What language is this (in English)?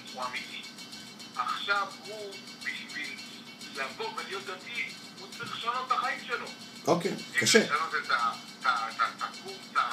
Hebrew